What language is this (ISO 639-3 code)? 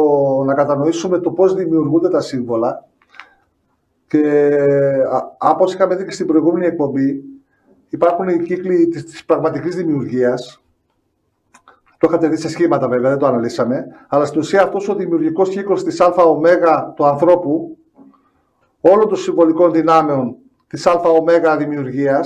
ell